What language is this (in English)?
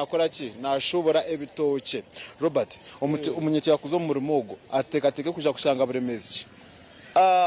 Nyankole